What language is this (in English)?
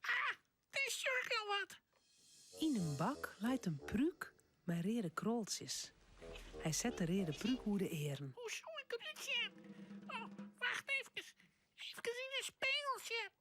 Western Frisian